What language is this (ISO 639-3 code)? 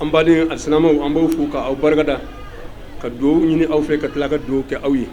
bam